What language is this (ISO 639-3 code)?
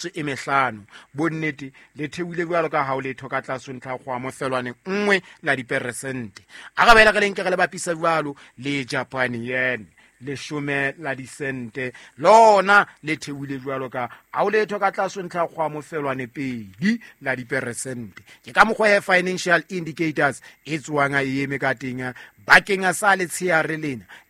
sot